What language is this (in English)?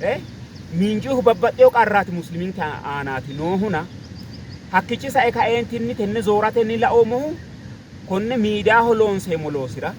Sidamo